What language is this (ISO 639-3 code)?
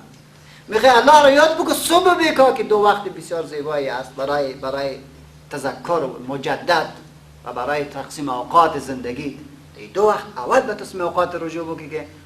fas